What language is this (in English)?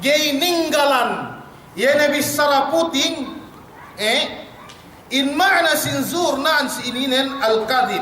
Yakan